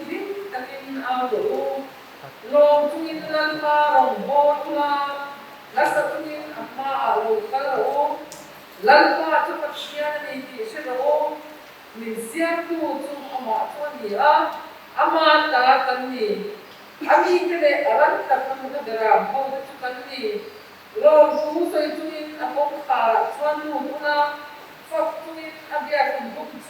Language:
Mizo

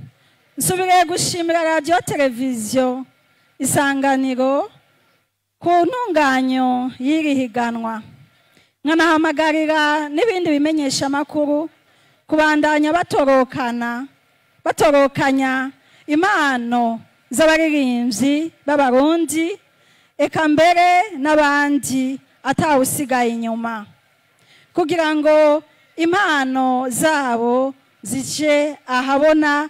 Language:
Rundi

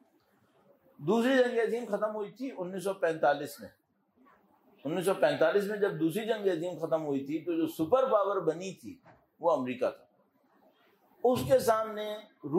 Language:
Urdu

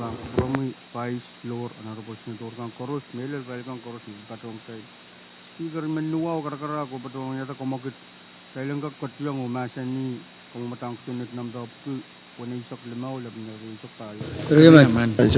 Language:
Pohnpeian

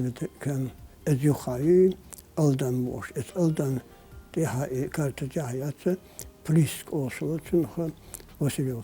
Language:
Chechen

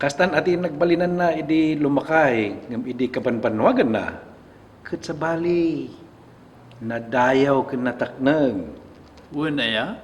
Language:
Iloko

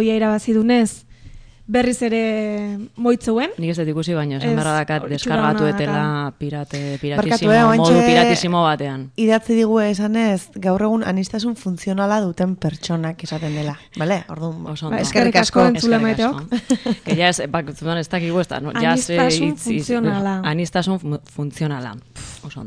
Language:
Basque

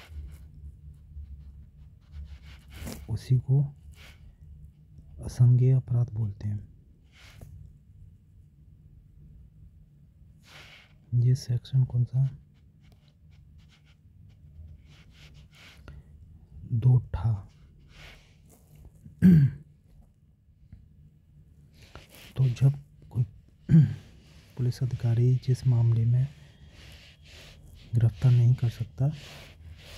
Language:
Hindi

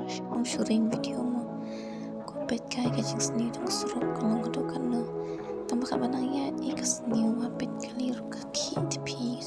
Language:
Khasi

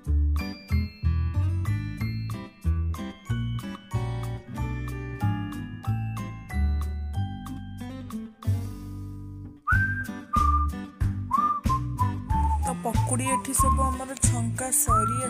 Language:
Odia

